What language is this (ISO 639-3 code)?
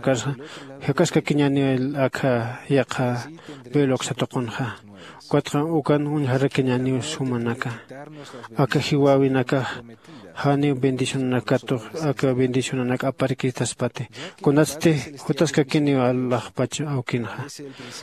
aym